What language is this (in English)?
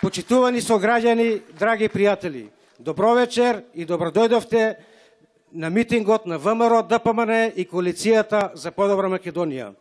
Macedonian